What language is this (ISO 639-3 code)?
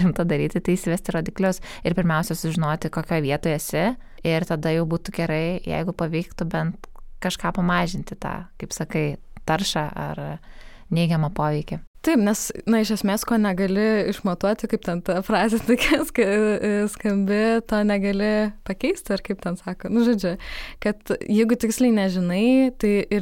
lit